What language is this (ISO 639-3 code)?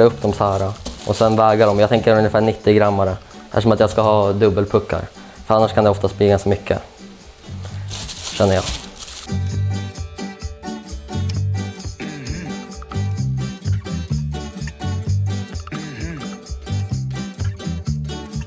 swe